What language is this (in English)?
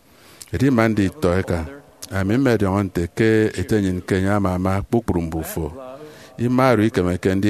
Efik